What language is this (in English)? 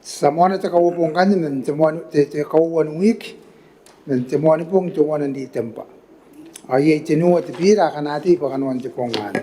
Gilbertese